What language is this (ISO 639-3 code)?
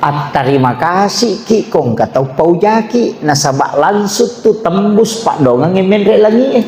bug